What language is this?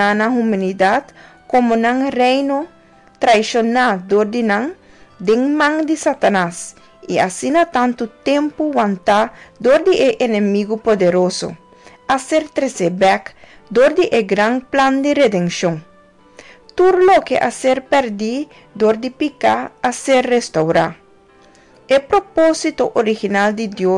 Papiamento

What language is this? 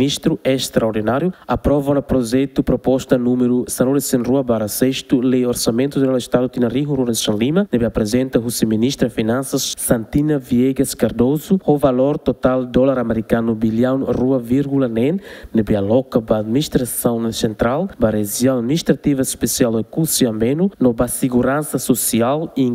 Tetum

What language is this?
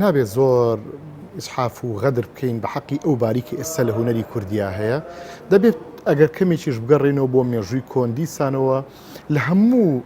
Central Kurdish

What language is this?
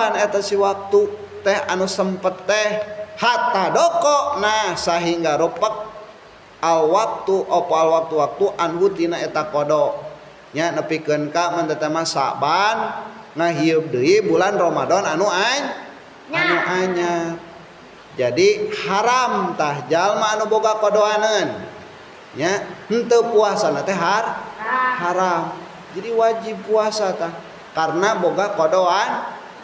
Sundanese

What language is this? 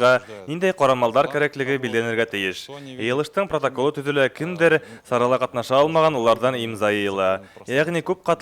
Bashkir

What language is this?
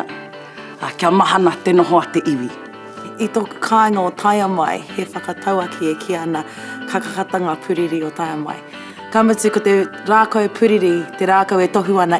Māori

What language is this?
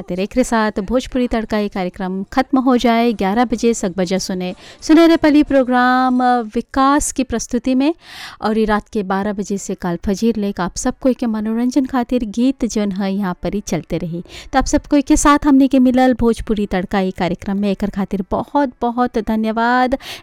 Bhojpuri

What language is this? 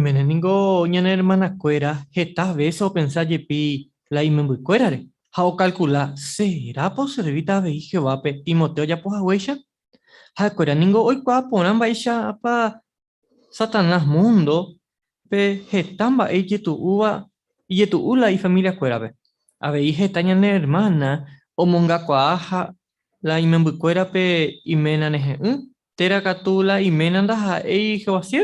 Guarani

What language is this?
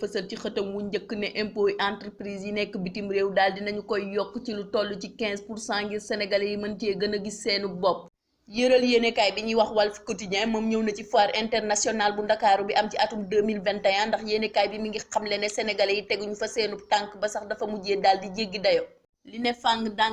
Wolof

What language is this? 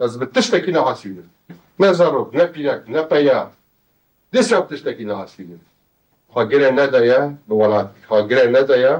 Kurdish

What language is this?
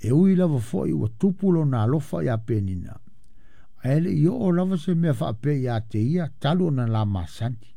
Samoan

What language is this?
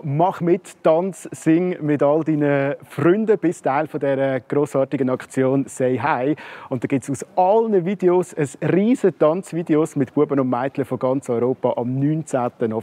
Swiss German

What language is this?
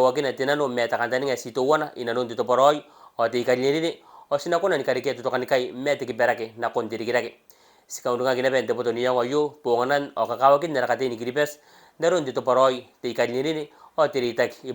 Gilbertese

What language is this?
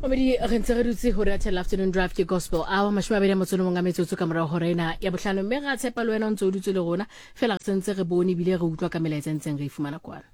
Southern Sotho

